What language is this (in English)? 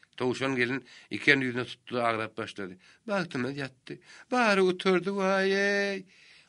Turkmen